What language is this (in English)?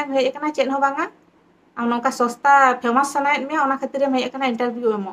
Santali